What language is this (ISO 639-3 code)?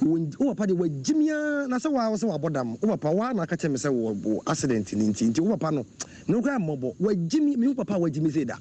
aka